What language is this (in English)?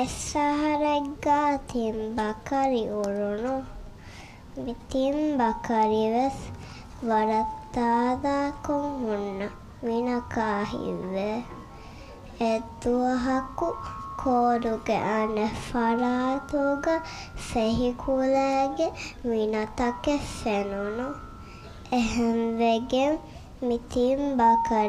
Divehi